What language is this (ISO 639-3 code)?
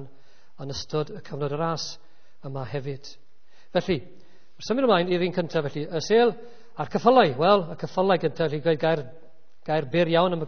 cym